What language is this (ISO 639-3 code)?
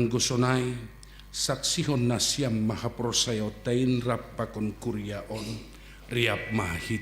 bts